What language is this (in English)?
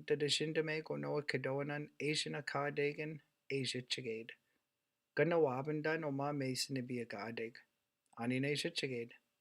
Chippewa